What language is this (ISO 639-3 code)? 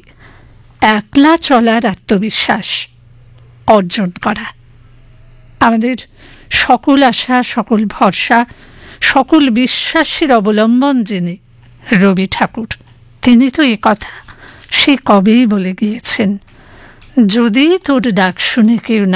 ben